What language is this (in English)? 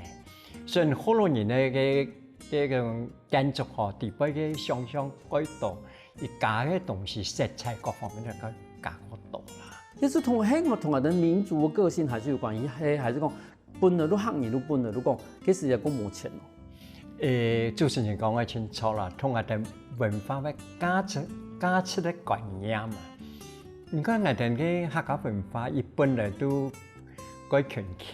Hakka Chinese